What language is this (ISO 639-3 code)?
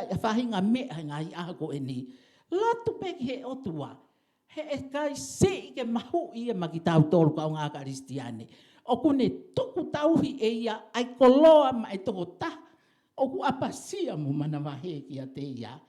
ton